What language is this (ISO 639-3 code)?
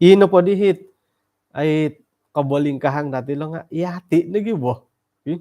dtp